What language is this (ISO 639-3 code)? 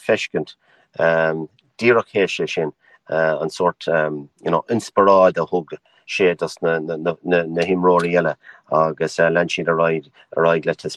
gle